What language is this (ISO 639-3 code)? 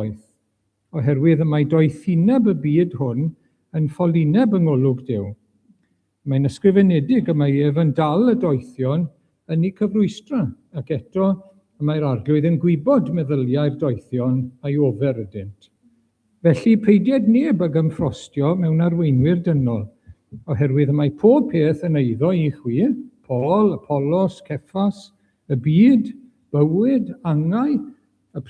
cym